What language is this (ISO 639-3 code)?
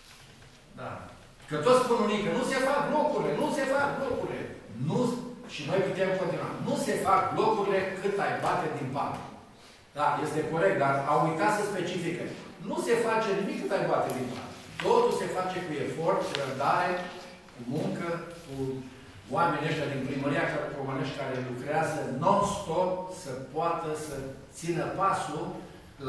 ron